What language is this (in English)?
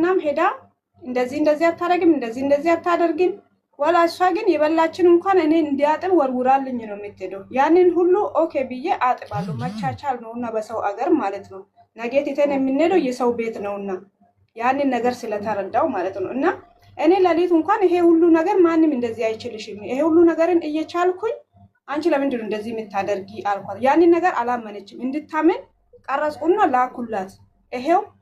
Amharic